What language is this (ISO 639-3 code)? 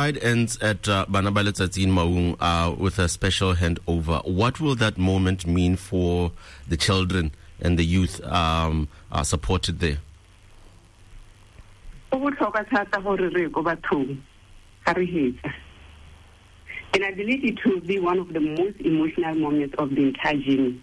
eng